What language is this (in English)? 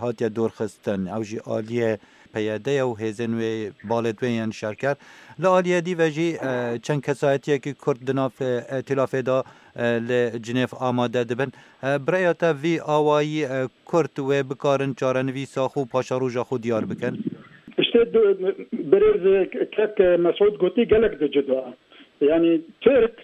Kurdish